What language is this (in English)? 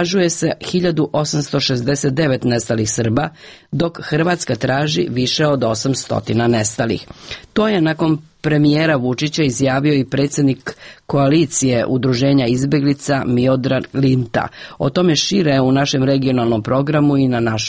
Serbian